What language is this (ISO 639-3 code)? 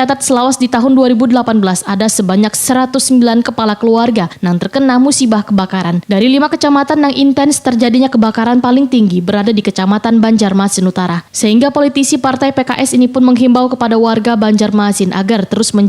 bjn